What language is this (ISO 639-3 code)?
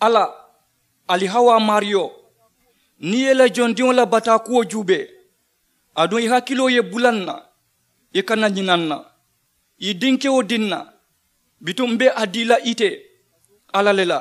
man